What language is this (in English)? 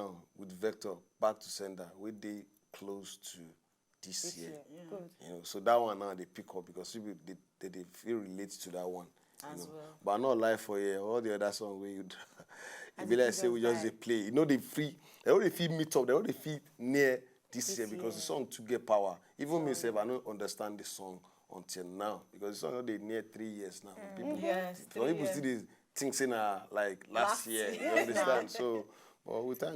Nigerian Pidgin